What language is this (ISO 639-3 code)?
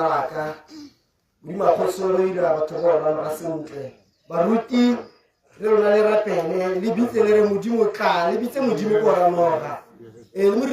tsn